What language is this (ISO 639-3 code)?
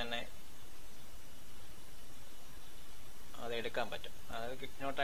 mal